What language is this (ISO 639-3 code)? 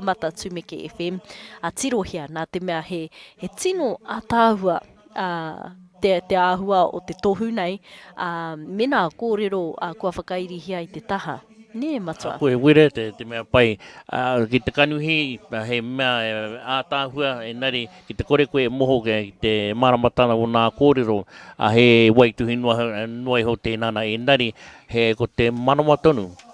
mri